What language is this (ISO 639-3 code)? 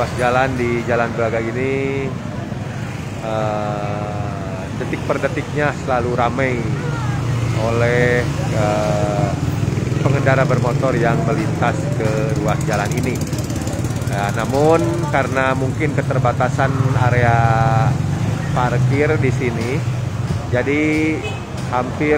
ind